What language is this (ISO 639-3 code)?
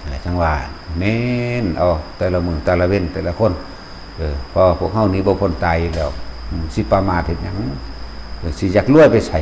lao